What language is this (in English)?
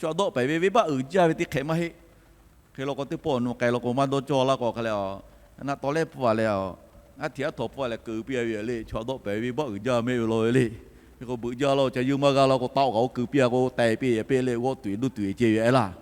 Lahu